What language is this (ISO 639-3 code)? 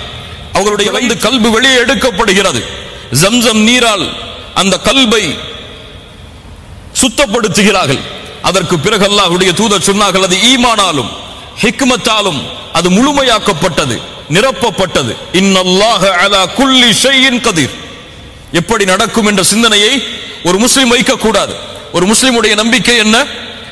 tam